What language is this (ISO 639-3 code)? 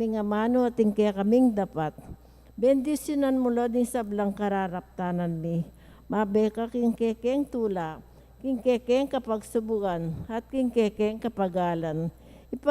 pam